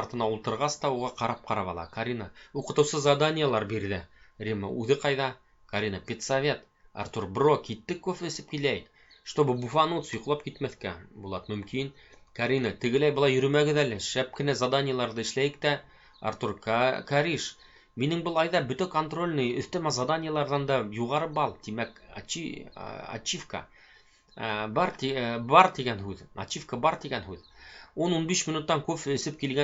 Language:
Bashkir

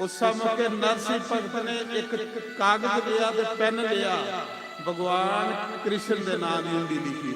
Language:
Dogri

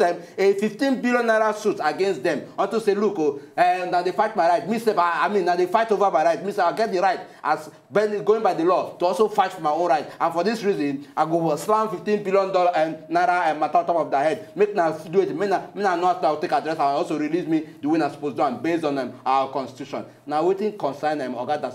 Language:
Nigerian Pidgin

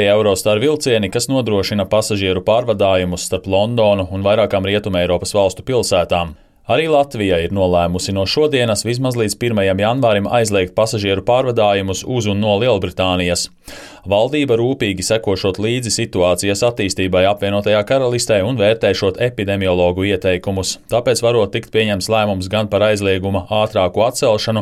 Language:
Latvian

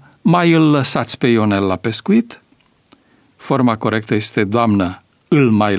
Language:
Romanian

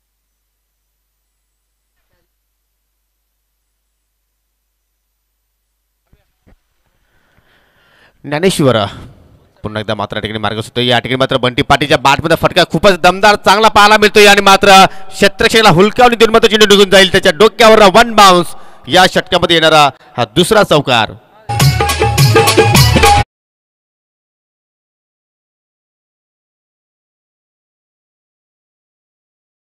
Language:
Marathi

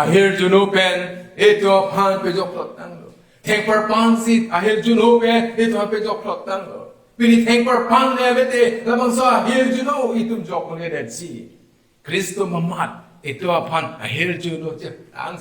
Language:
Karbi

